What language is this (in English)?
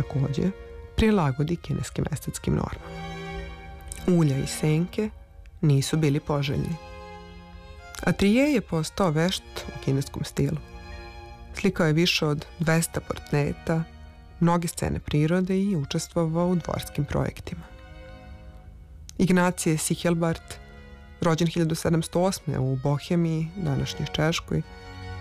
Serbian